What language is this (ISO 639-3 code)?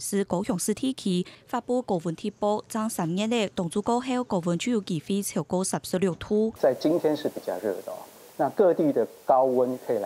hak